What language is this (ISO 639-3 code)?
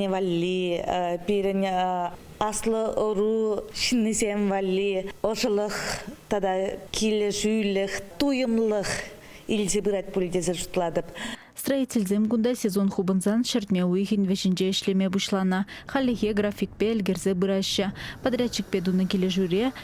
chv